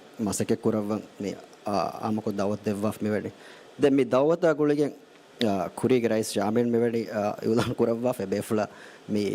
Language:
Divehi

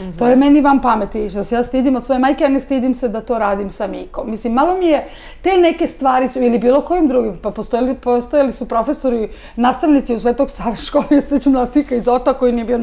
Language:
Serbian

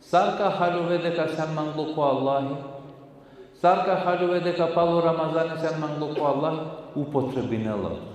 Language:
Balkan Romani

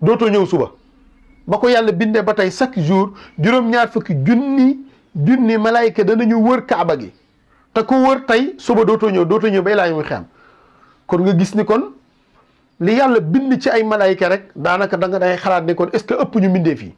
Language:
Wolof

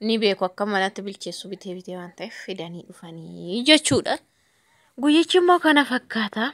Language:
Oromo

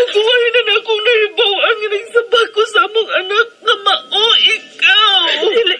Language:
Cebuano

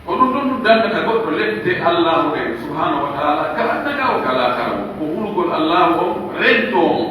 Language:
Pular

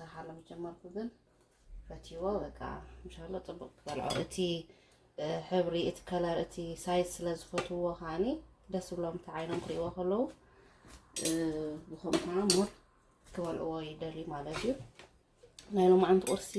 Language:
Tigrinya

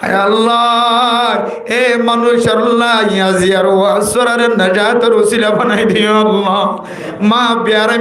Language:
Rohingya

